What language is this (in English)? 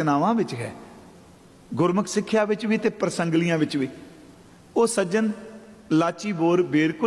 Punjabi